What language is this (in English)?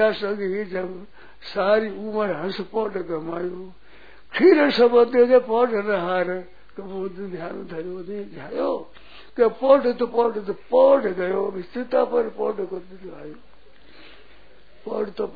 Hindi